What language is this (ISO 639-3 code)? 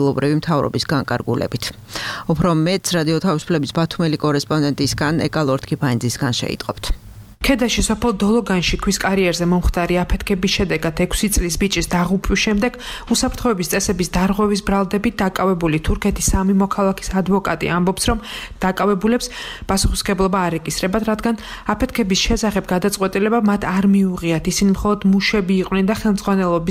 kat